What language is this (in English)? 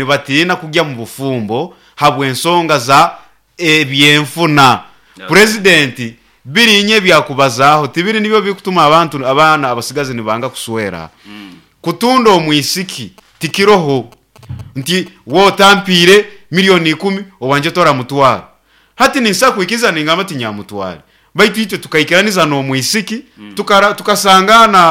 Nyoro